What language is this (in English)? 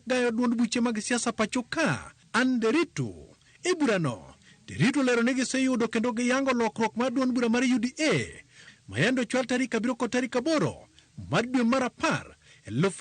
Luo (Kenya and Tanzania)